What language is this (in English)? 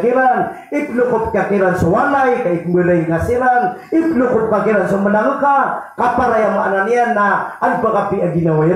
Maranao